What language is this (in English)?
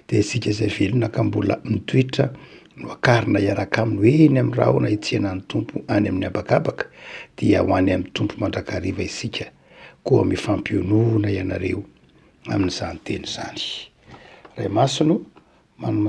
Malagasy